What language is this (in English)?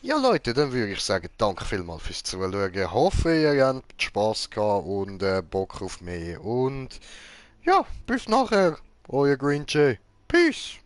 Swiss German